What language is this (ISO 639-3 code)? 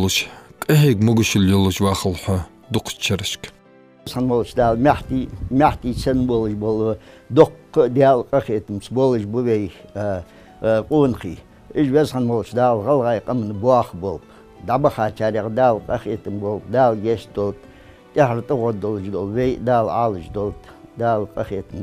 inh